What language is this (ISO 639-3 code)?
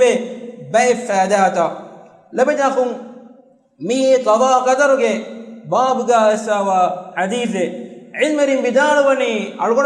div